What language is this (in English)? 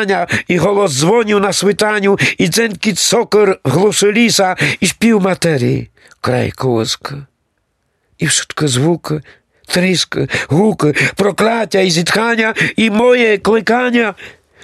Rusyn